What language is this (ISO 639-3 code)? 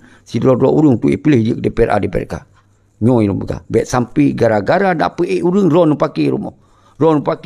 ace